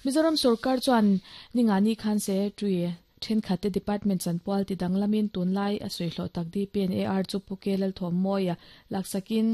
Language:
Mizo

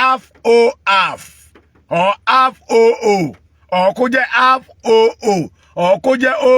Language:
Yoruba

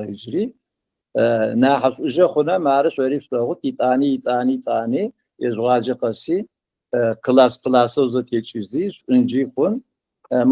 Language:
Adyghe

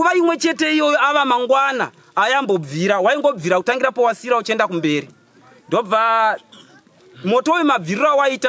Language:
Shona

